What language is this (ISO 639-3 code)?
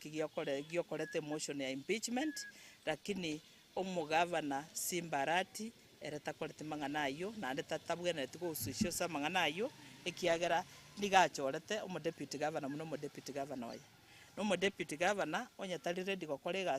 guz